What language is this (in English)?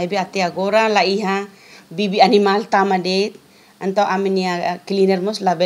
Tetum